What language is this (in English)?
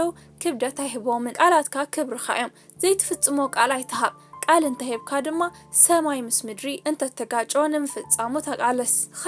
Tigrinya